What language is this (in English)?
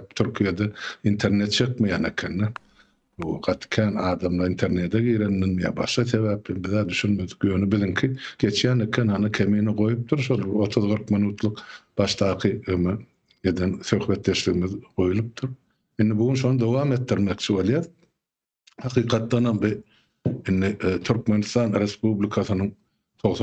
Turkmen